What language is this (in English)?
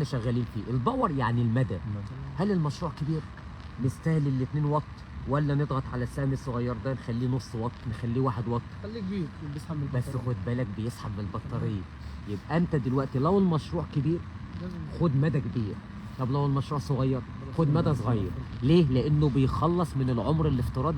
Egyptian Arabic